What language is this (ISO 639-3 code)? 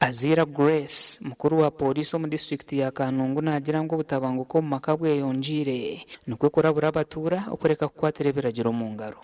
nyn